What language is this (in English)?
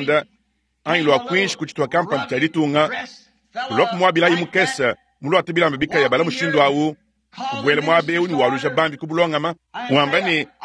Luba-Lulua